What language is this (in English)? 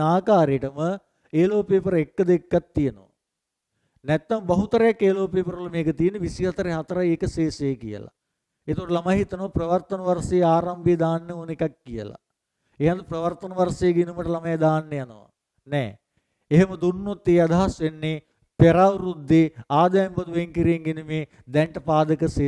Sinhala